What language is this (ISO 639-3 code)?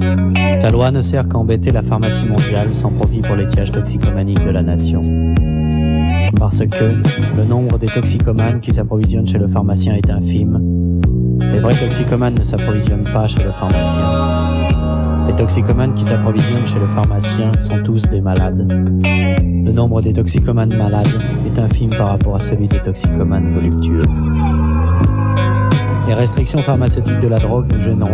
fra